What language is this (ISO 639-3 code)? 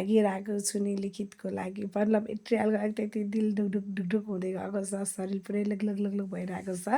nep